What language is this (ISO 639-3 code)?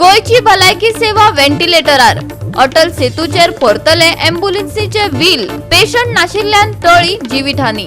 kok